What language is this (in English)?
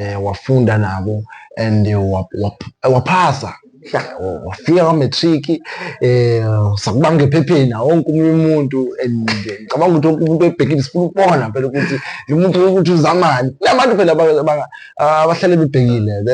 Zulu